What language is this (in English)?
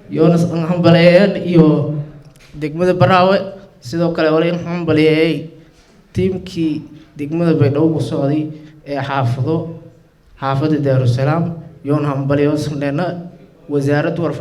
Somali